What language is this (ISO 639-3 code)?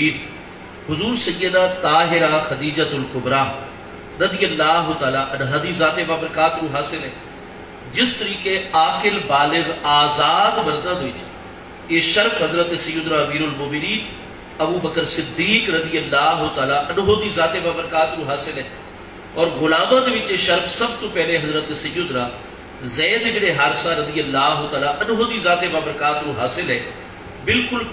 skr